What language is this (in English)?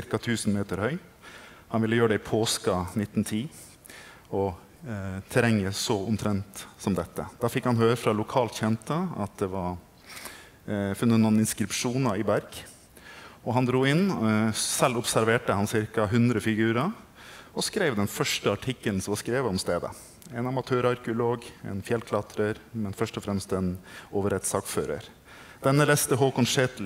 Norwegian